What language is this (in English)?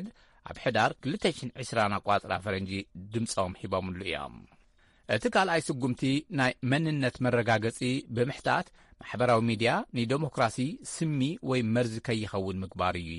Tigrinya